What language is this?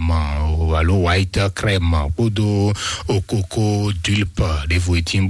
Fon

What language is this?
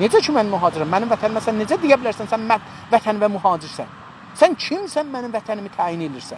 South Azerbaijani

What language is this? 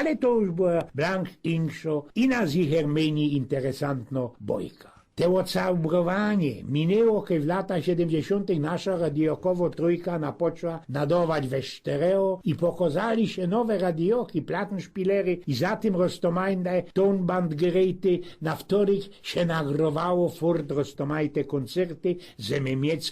Silesian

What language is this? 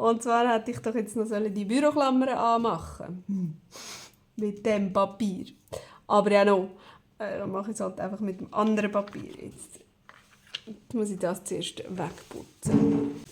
Swiss German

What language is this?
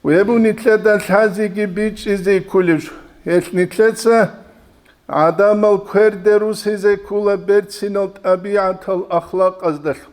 Avaric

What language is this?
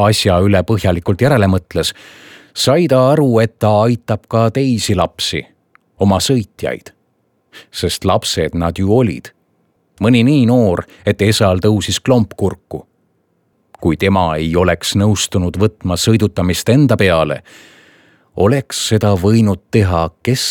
Estonian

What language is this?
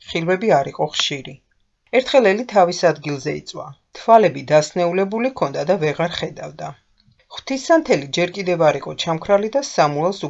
Georgian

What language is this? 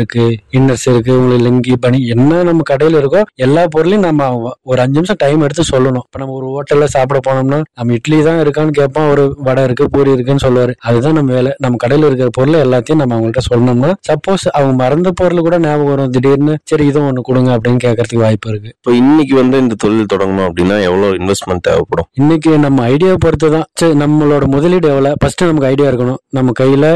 Tamil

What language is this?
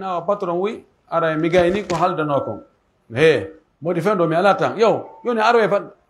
Pular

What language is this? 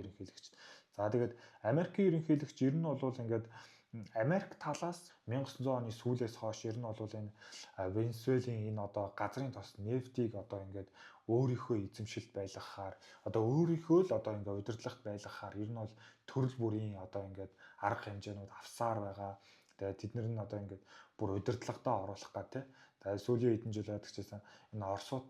Mongolian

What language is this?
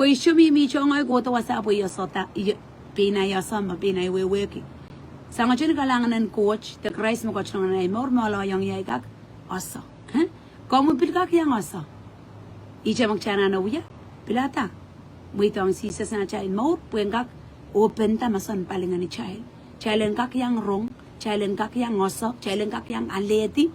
Pohnpeian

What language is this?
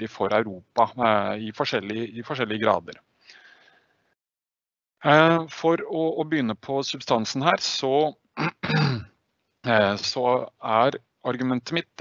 Norwegian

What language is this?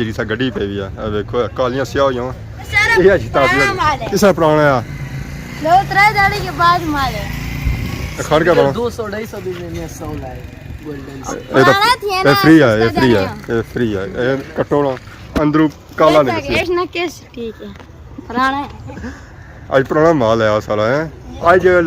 Pahari-Potwari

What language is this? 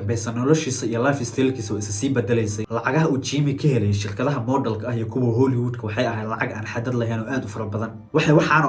Somali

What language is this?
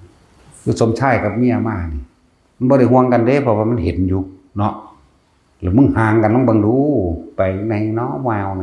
Northeastern Thai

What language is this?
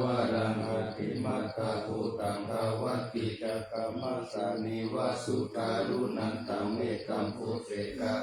Pali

